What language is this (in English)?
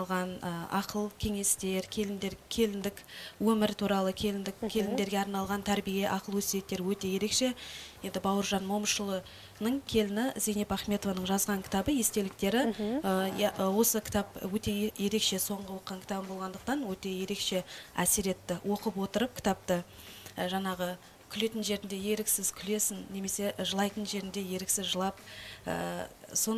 Kazakh